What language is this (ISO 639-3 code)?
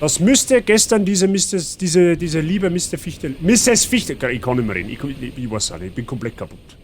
bar